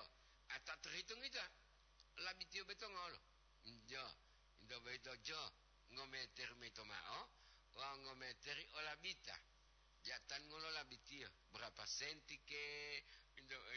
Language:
Gorontalo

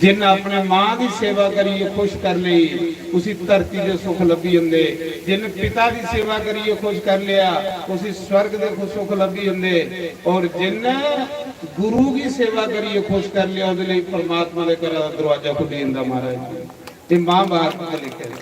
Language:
Dogri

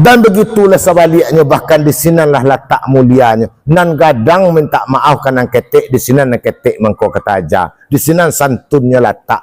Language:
Minangkabau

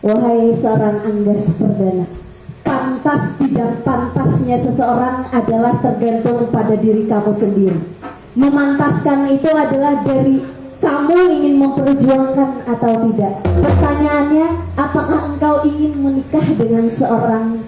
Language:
Banjar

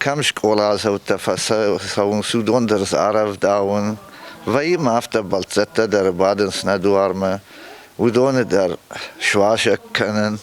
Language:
Ossetic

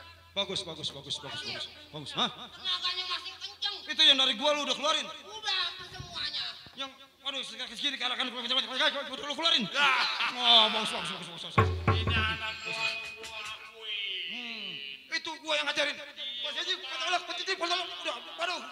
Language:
Betawi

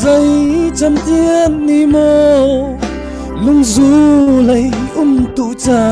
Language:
Falam Chin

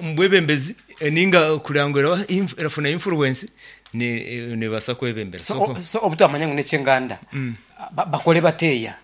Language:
Nyankole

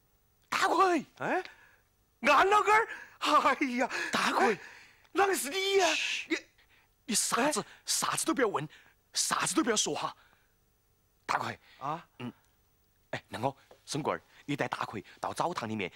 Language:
Chinese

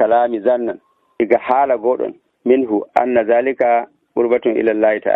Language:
Nigerian Fulfulde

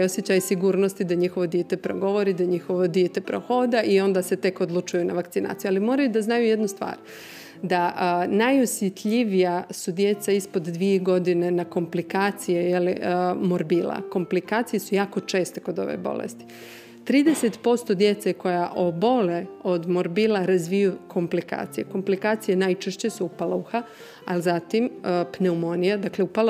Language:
Bosnian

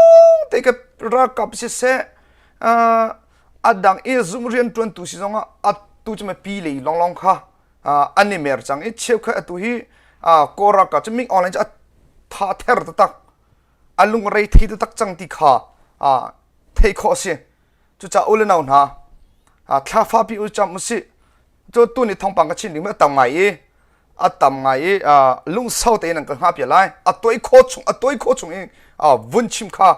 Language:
Hakha Chin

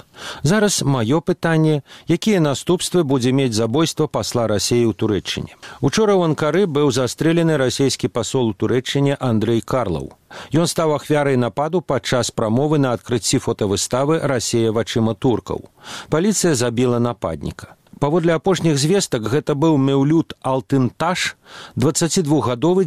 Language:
Belarusian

